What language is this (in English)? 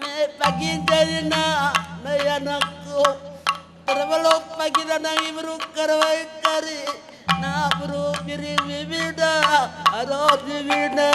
Batak Karo